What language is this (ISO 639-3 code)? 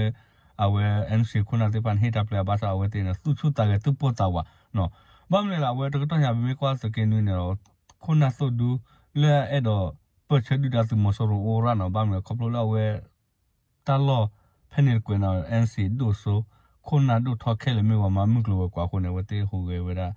ksw